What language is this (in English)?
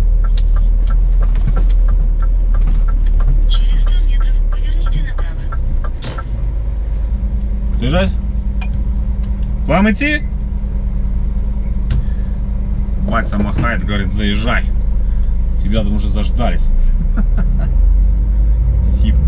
Russian